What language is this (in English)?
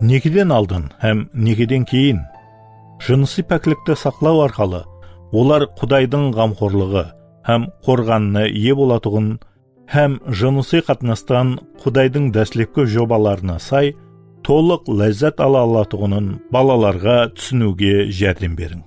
Kara-Kalpak